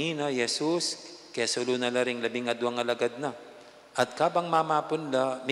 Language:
Pampanga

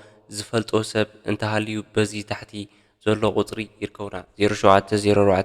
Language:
Tigrinya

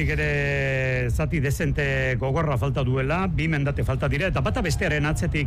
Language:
Basque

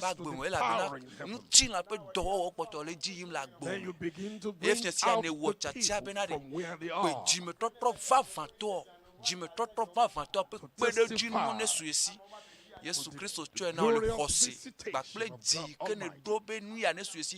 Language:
Ewe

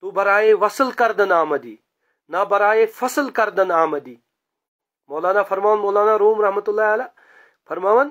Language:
Kashmiri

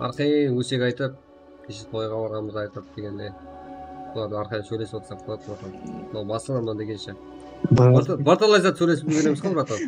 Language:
Kara-Kalpak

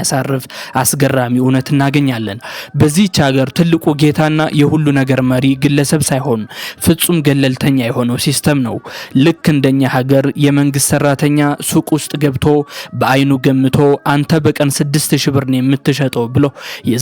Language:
Amharic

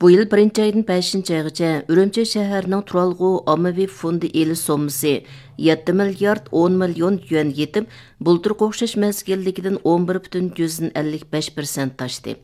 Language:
Uyghur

